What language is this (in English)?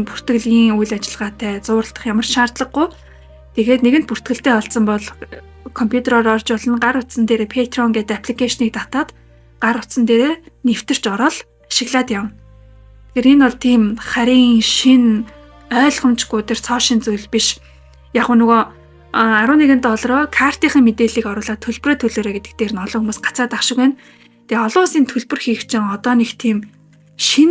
Mongolian